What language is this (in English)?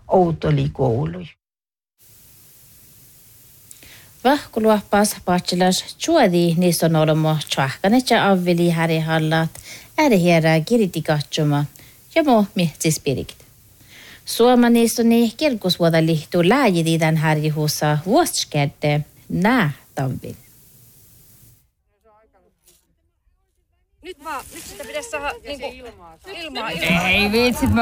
Northern Sami